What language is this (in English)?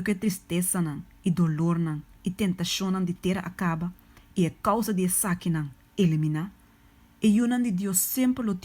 Papiamento